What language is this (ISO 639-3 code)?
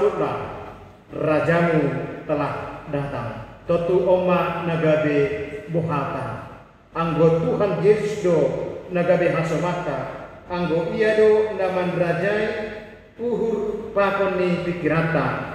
bts